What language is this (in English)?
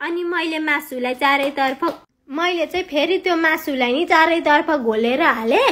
Nepali